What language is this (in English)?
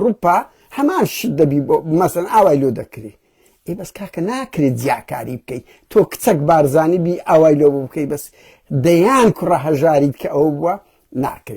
Central Kurdish